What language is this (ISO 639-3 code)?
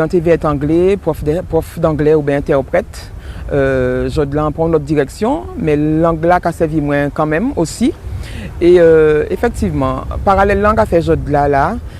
gcf